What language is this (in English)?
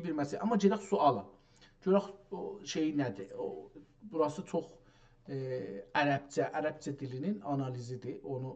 South Azerbaijani